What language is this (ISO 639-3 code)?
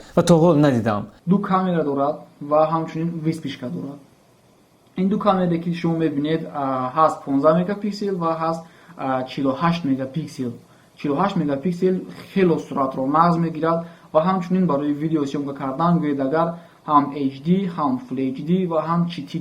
tgk